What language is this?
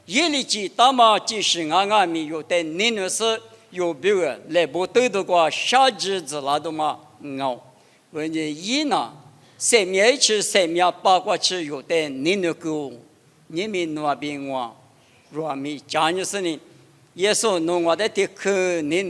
Lisu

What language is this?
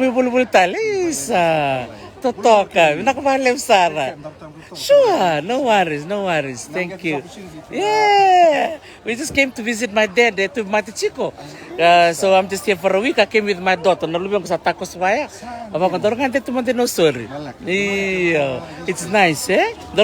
Fijian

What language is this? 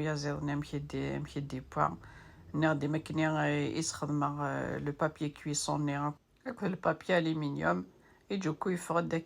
Kabyle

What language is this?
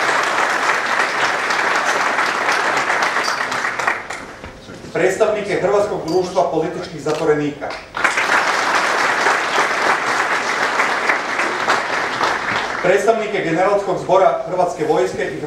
Croatian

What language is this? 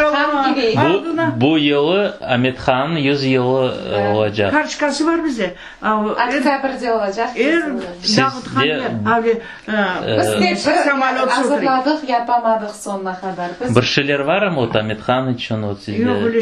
Crimean Tatar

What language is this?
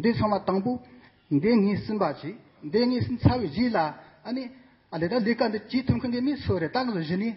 Tibetan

